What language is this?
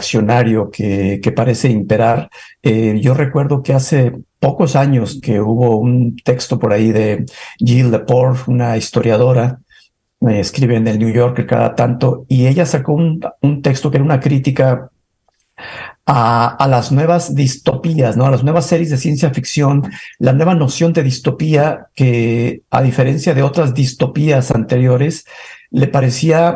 Spanish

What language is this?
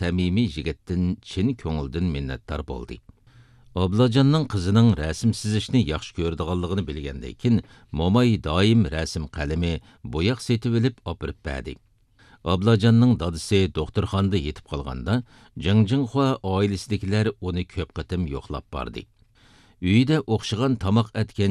Uyghur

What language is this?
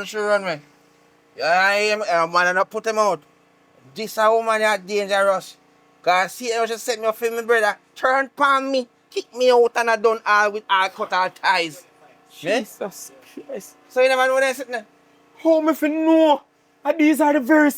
Jamaican Creole English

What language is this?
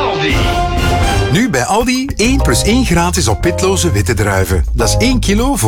Dutch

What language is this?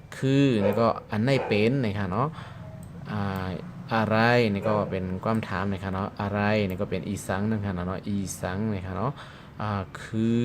Shan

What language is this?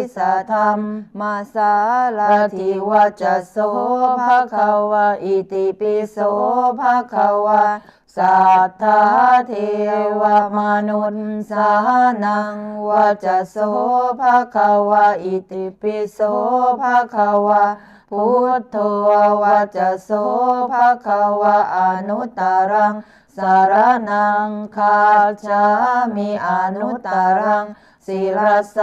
Pali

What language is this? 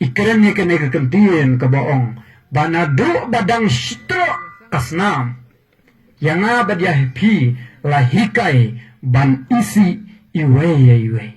Khasi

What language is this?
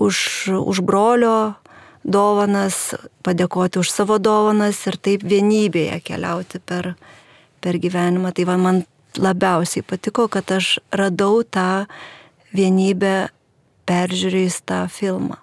Lithuanian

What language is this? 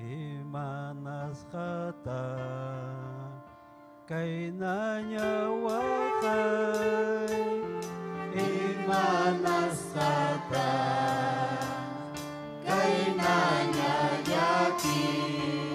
Ayacucho Quechua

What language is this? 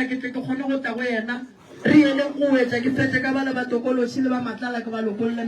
Northern Sotho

